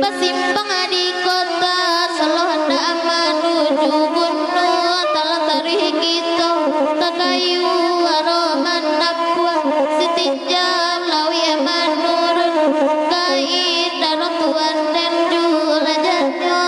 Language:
Minangkabau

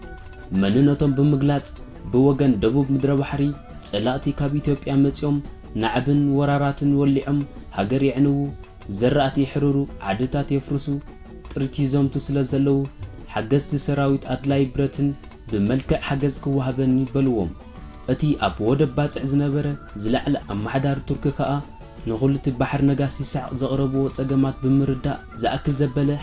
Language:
Tigrinya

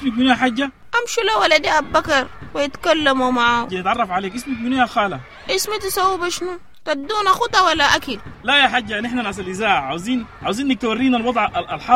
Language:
Sudanese Arabic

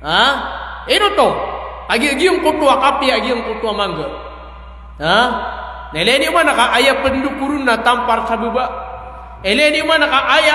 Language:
Maranao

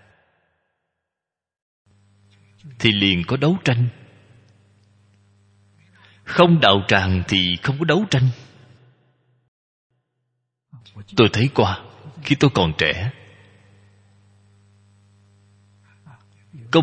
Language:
Vietnamese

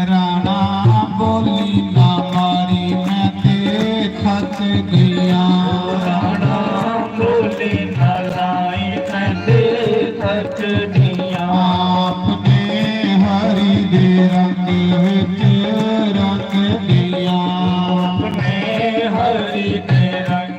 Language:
Dogri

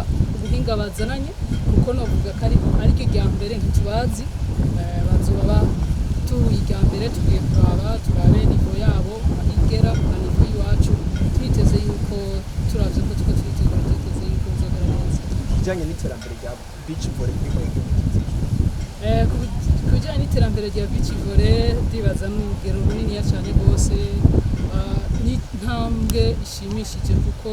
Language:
Rundi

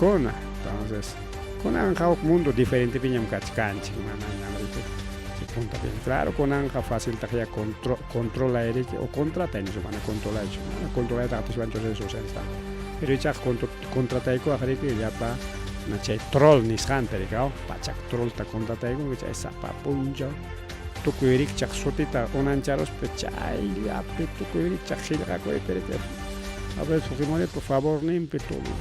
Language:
Ayacucho Quechua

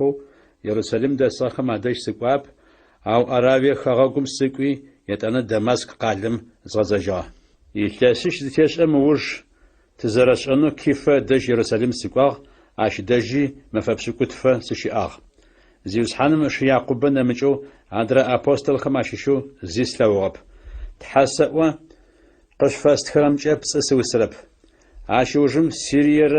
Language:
Adyghe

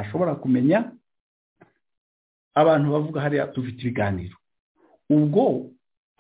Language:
Kinyarwanda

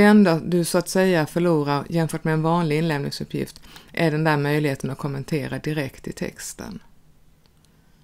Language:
Swedish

